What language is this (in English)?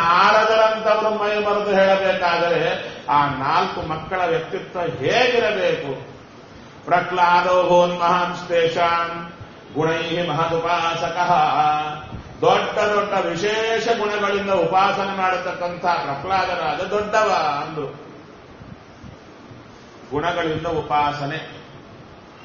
Kannada